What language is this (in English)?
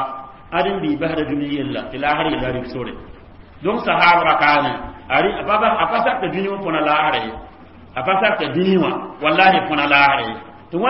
Mossi